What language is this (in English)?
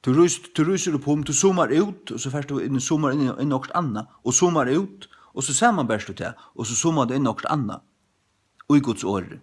Faroese